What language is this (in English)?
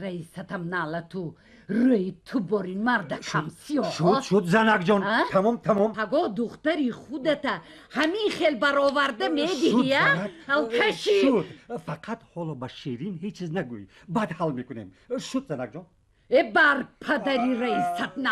Tajik